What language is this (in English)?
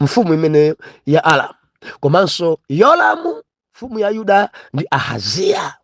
Nyanja